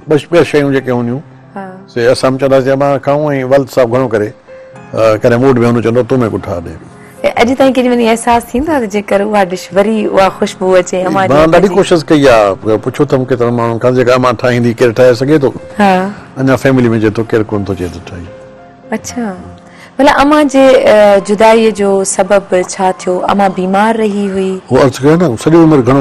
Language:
Sindhi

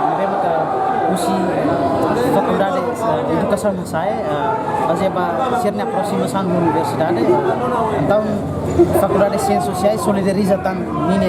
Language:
Tetum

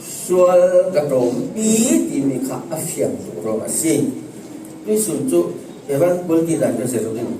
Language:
Falam Chin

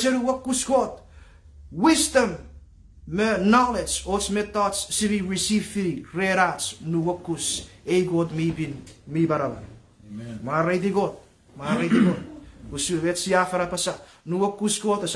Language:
Chuukese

